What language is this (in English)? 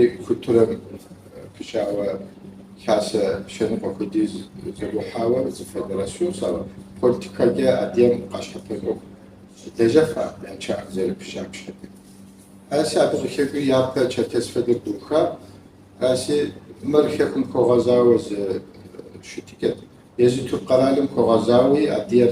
Kabardian